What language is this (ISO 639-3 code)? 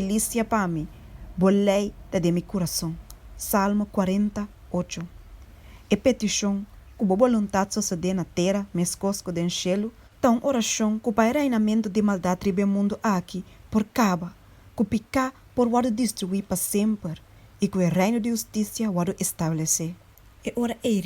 pap